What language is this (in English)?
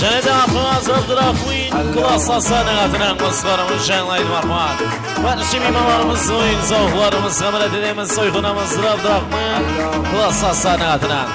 Kara-Kalpak